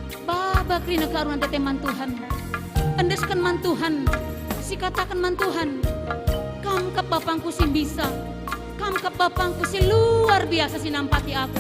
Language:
Batak Karo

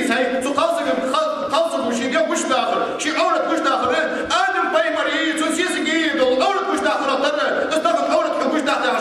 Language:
Ingush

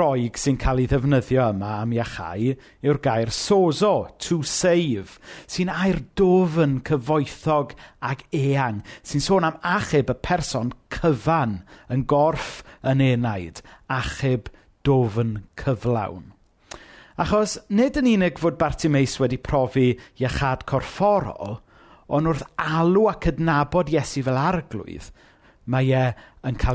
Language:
Welsh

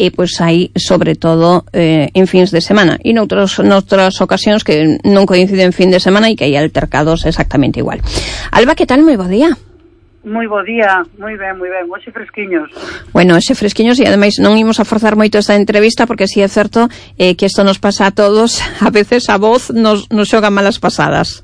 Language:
Galician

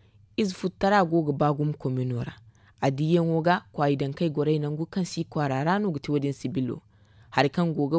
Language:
Zarma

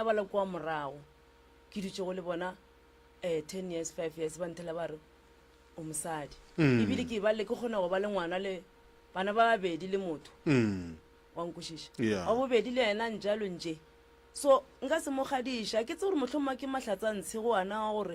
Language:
Northern Sotho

